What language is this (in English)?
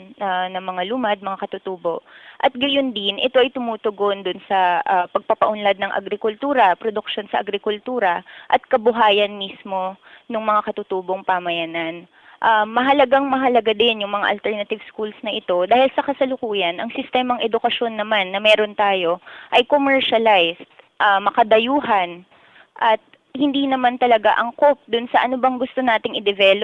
Filipino